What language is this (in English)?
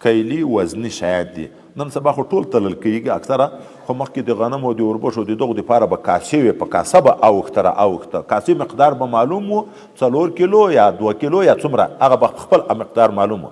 Pashto